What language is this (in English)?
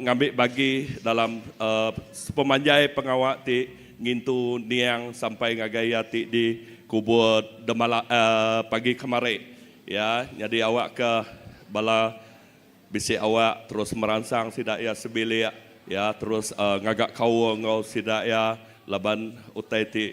Iban